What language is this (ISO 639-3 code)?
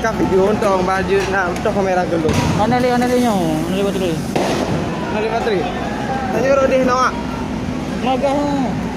ace